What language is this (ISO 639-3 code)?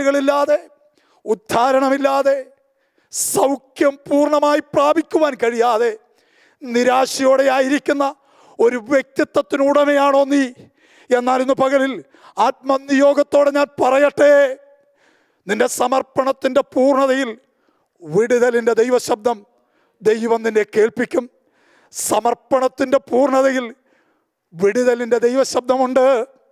mal